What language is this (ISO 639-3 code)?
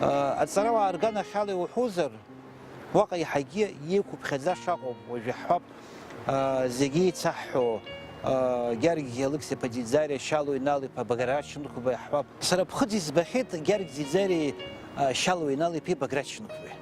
abk